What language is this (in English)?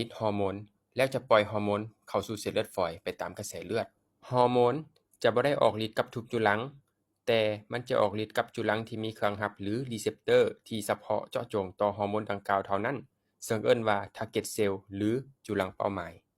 Lao